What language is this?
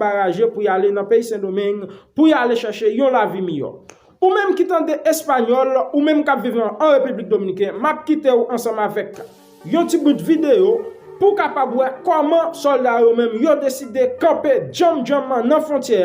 Haitian Creole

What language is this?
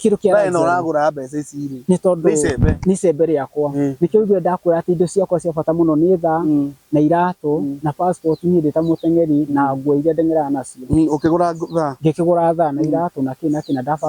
Kikuyu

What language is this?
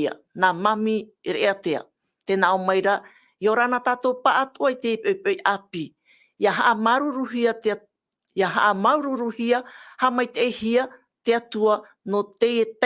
Tahitian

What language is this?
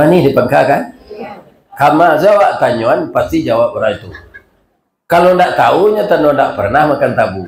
Minangkabau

